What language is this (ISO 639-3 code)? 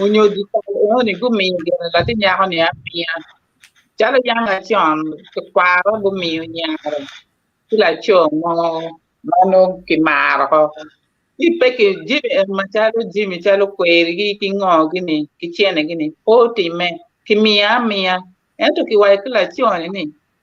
ach